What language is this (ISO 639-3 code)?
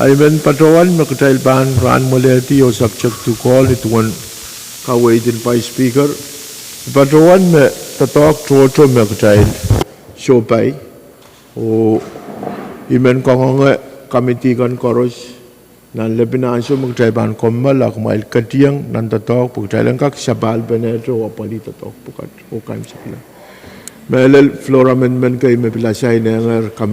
pon